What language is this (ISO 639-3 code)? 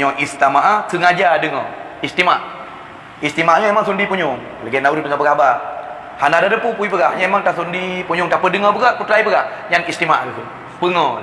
ace